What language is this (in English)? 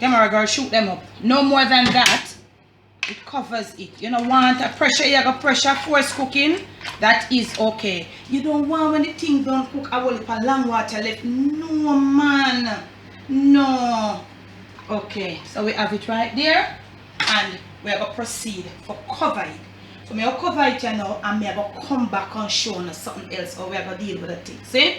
Jamaican Creole English